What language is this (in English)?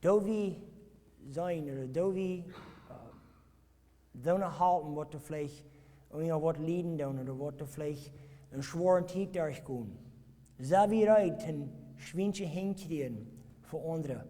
Plautdietsch